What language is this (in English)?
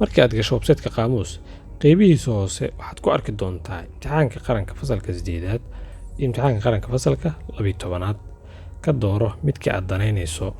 Somali